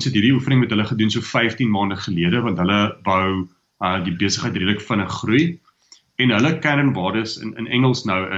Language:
Afrikaans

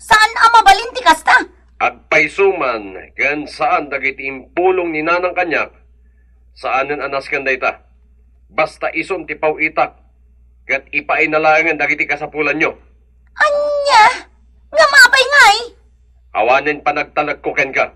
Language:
Iloko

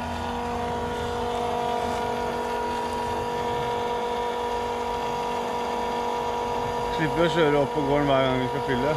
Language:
Norwegian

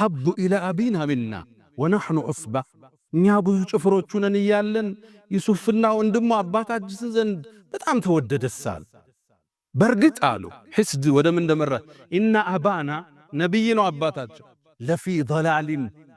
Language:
Amharic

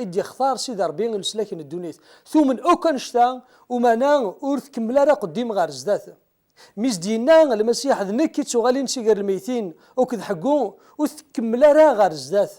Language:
Kabyle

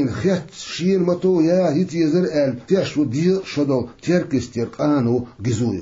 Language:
Chechen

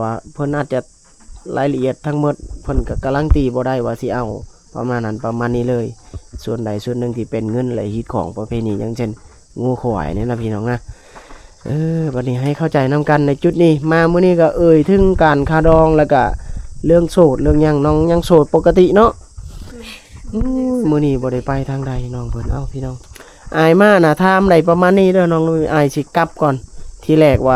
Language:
Lao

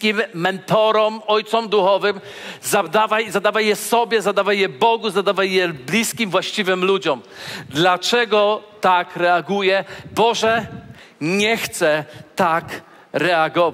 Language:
Polish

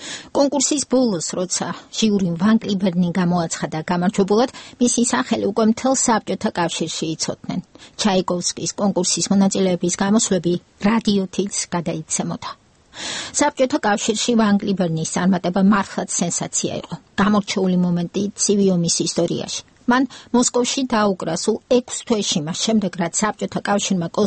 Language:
Georgian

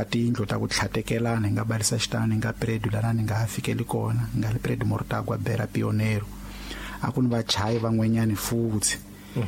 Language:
Tsonga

